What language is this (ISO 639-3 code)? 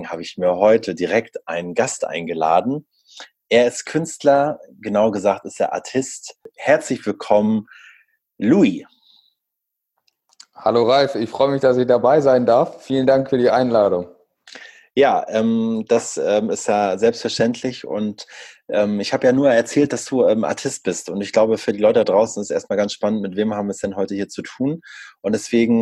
deu